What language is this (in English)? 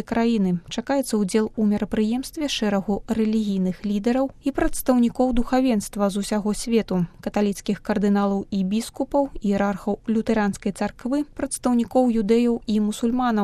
Belarusian